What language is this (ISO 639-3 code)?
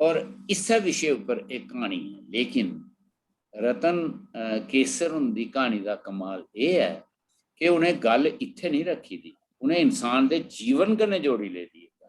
doi